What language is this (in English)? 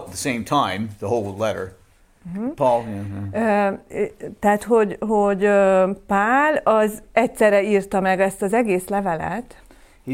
Hungarian